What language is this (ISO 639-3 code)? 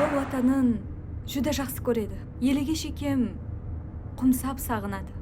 kaa